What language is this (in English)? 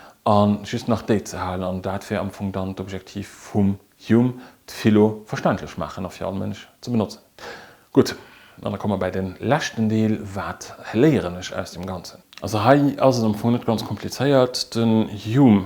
Luxembourgish